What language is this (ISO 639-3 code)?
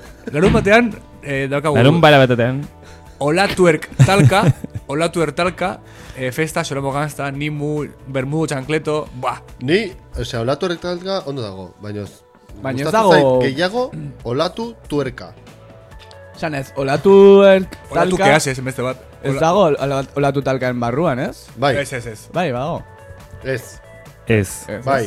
eus